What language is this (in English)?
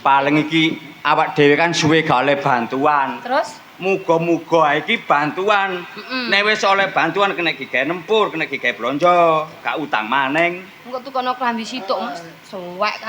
Javanese